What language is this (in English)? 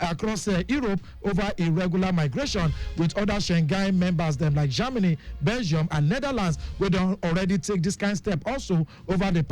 Nigerian Pidgin